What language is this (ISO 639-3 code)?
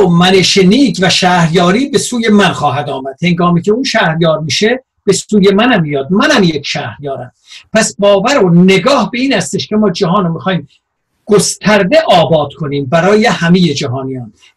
fas